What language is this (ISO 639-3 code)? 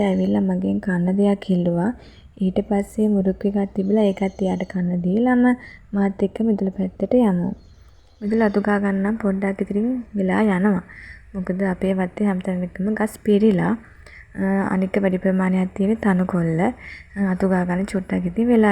sin